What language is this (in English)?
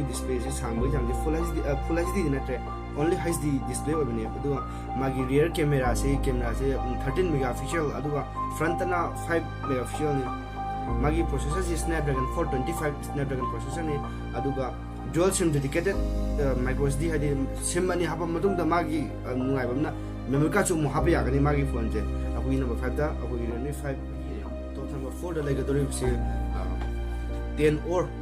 Manipuri